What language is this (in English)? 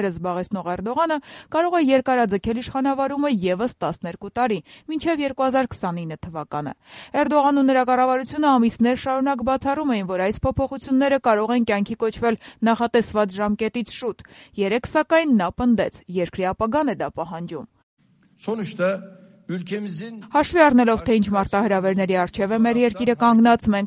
Armenian